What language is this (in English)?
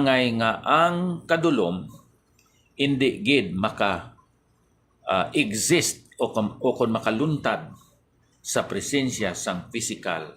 Hiligaynon